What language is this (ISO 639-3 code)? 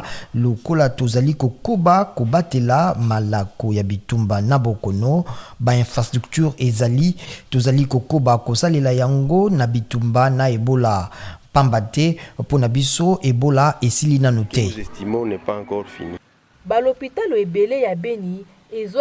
lin